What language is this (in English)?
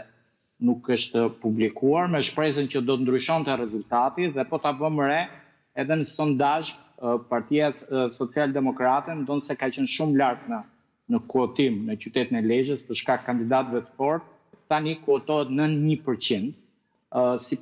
Albanian